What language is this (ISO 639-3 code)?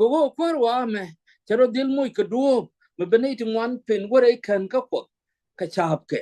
nus